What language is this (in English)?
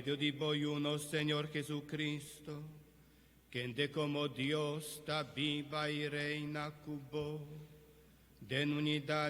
Papiamento